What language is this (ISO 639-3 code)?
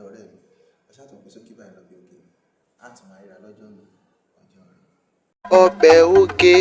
yor